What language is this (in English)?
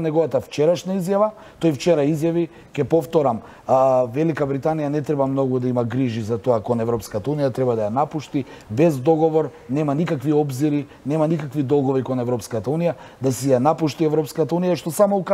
Macedonian